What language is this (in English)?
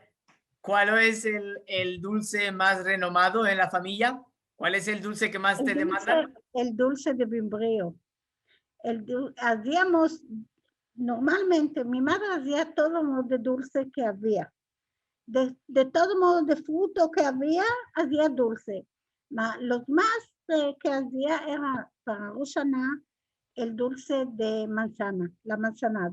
Ladino